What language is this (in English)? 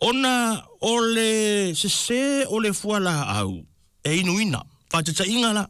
Samoan